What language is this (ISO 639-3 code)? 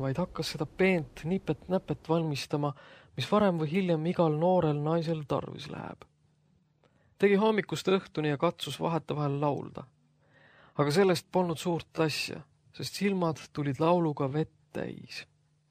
est